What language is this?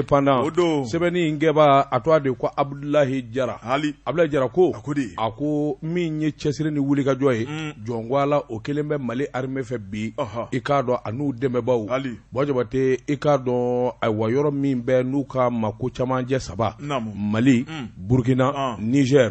Bambara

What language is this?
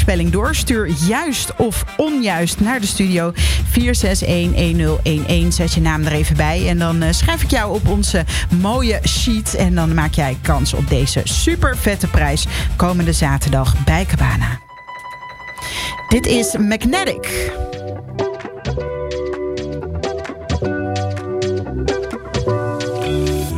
Dutch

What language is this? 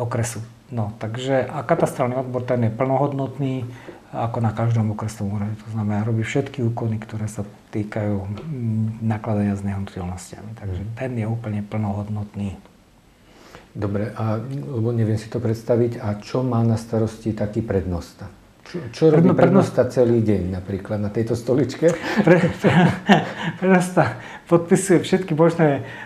Slovak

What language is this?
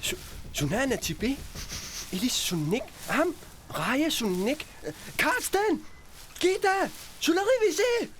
Kalaallisut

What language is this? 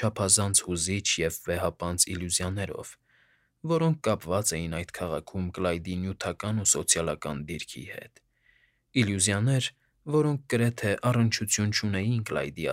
Armenian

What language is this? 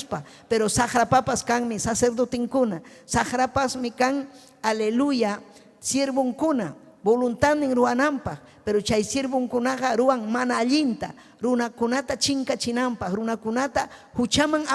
Ayacucho Quechua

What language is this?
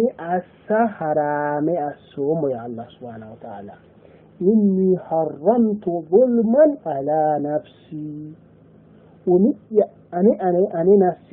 Sidamo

